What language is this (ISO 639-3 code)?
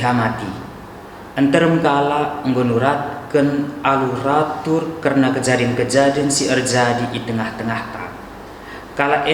btx